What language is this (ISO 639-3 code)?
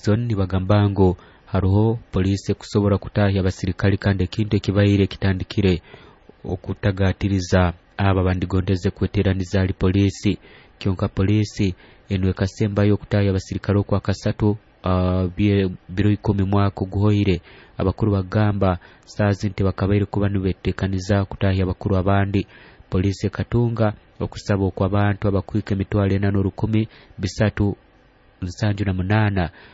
nyo